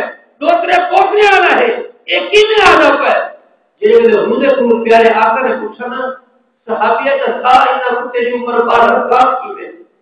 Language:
Saraiki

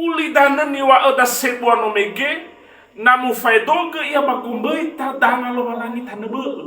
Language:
Nias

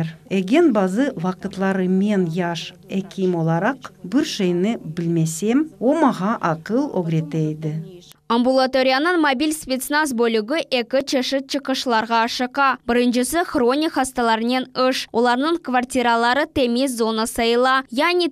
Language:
Crimean Tatar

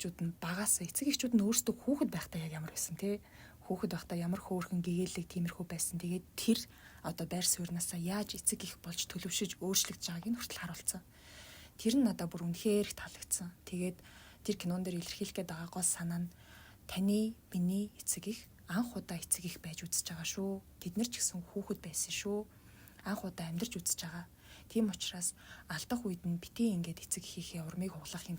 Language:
Mongolian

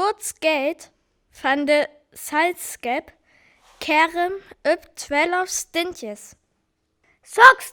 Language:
Northern Frisian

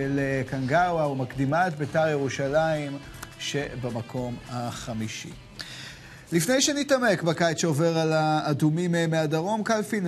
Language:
Hebrew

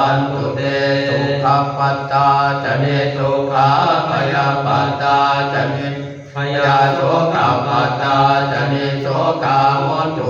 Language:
Pali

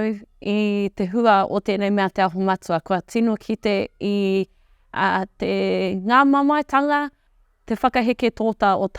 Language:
Māori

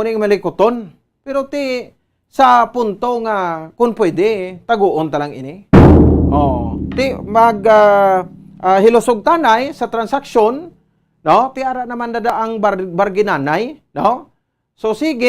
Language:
Hiligaynon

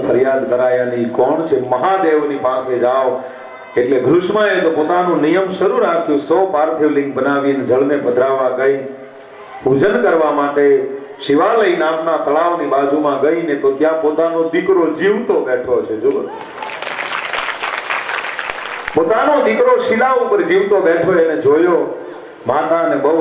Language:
Gujarati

